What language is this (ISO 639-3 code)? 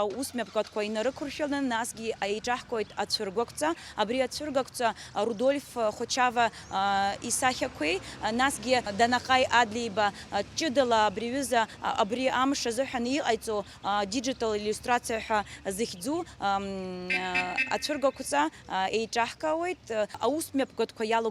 abk